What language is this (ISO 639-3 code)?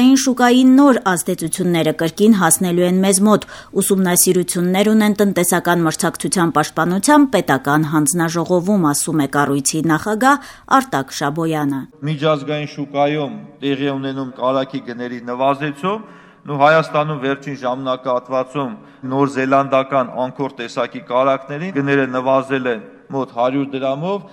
hye